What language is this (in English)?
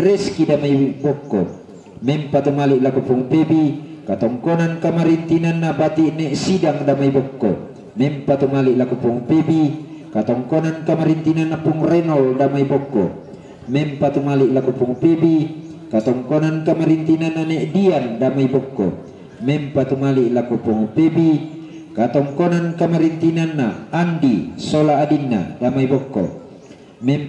Toraja-Sa'dan